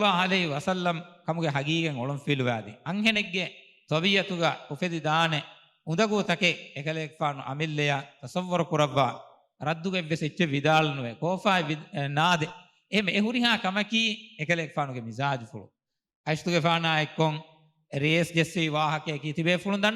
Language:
Divehi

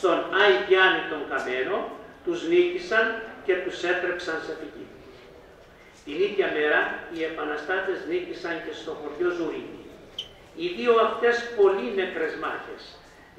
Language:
Greek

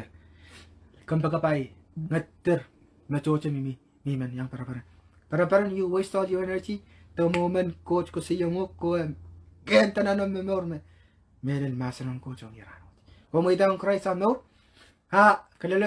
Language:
Pohnpeian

